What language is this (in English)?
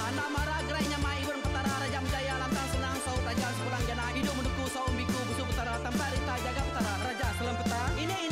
Iban